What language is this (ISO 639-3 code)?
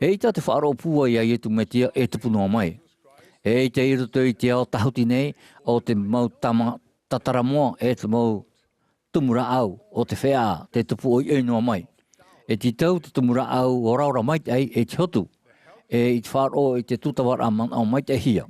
tah